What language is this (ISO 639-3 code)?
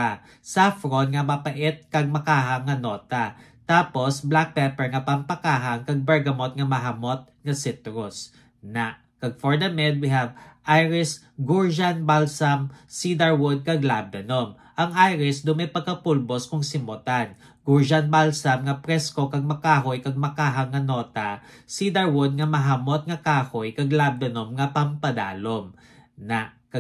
hil